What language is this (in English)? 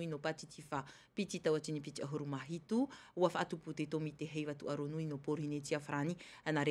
Tahitian